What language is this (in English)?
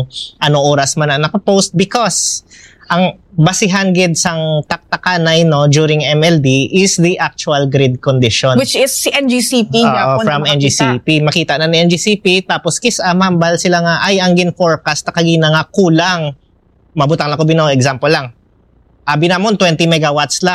Hiligaynon